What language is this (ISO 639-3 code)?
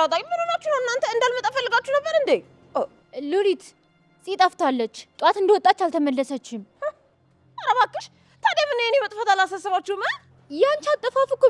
amh